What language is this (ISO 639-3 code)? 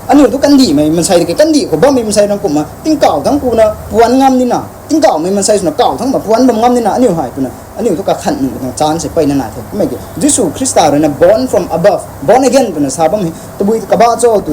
nbu